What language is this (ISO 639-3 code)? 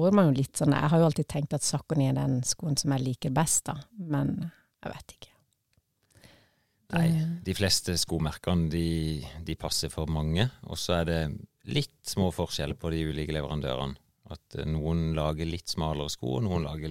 nor